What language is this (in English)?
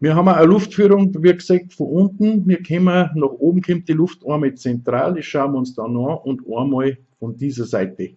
Bavarian